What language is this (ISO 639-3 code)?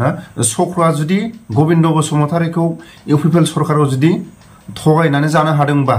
brx